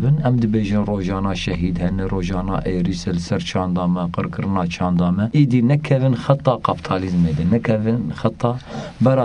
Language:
Kurdish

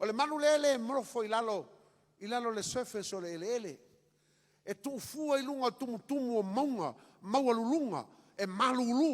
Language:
Samoan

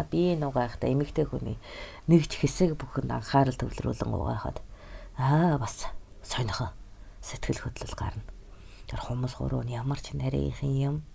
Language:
Mongolian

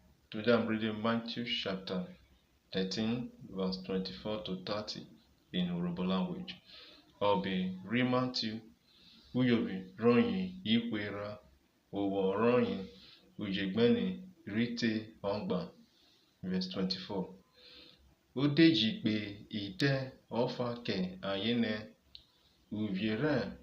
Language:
Urhobo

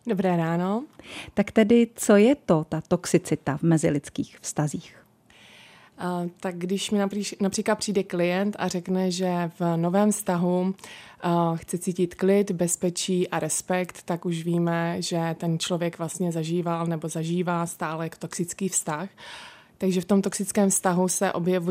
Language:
Czech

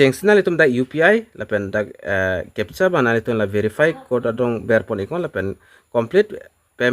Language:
Karbi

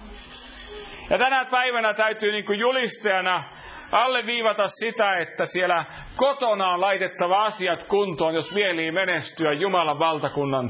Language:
Finnish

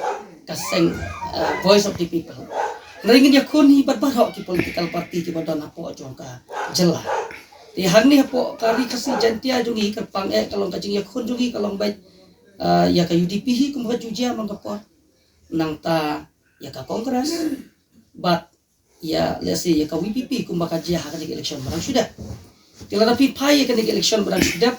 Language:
Khasi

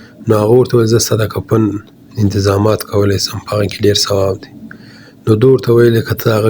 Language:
Pashto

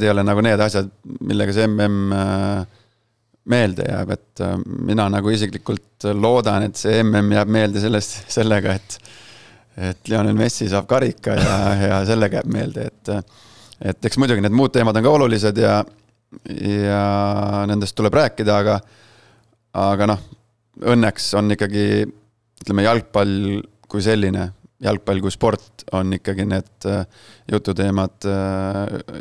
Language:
Estonian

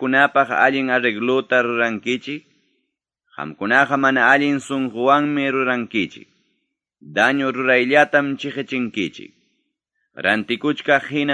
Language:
Ayacucho Quechua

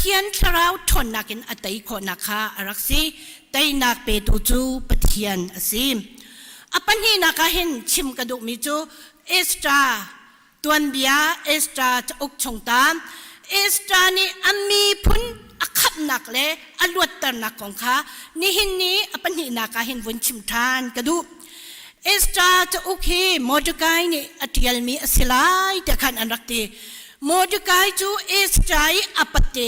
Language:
Hakha Chin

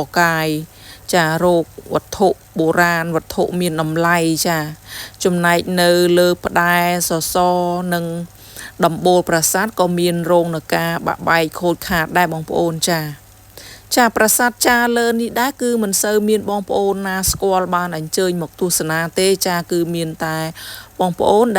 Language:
Khmer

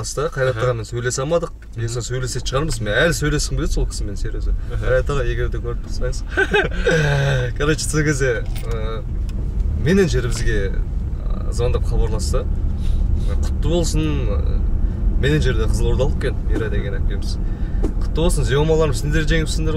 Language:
Kazakh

